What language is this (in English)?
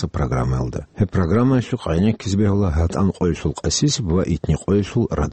Avaric